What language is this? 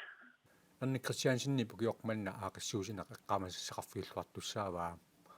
Kalaallisut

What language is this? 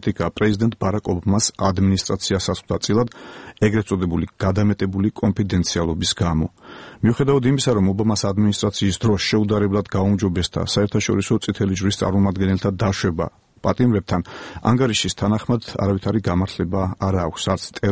Georgian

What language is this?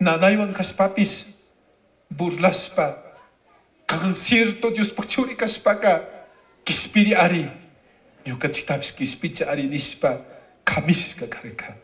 Chimborazo Highland Quichua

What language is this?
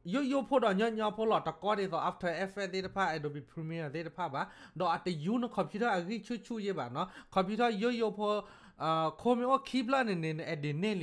S'gaw Karen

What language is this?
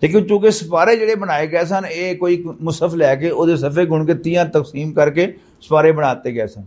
Western Panjabi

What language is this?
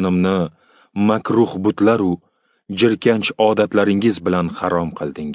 Uzbek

